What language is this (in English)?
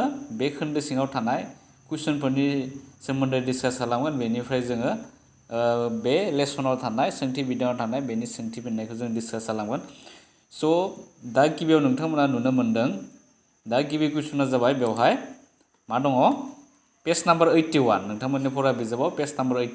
Bodo